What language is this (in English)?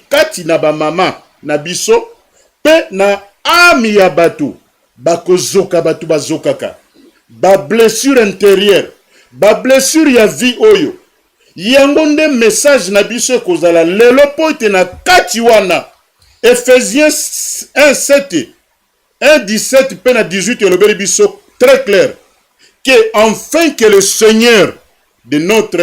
Lingala